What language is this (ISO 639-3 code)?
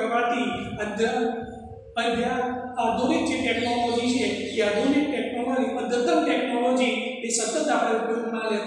guj